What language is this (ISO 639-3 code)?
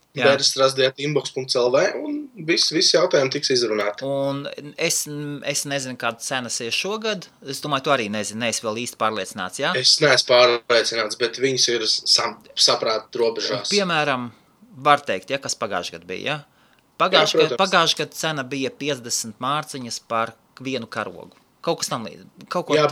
lav